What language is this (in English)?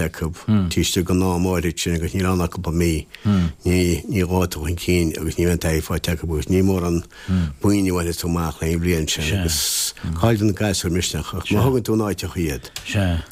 Irish